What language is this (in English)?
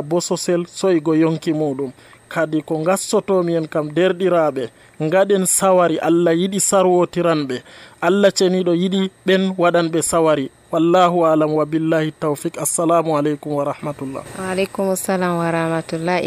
Nigerian Fulfulde